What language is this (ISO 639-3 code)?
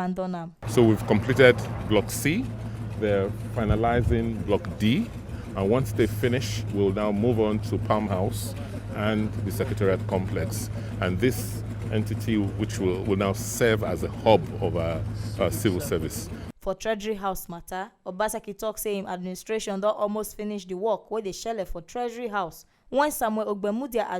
pcm